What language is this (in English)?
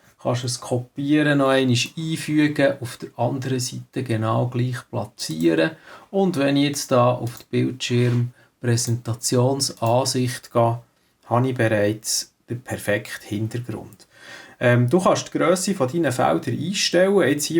Swiss German